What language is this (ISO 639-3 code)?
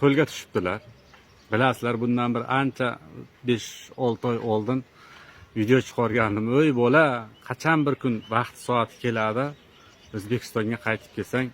uzb